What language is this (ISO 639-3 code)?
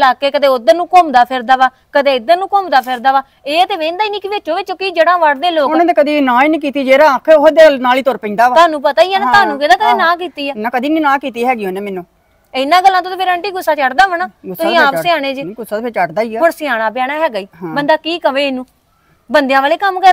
pan